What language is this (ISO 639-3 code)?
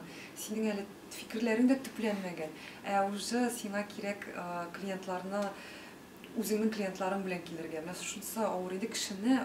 tat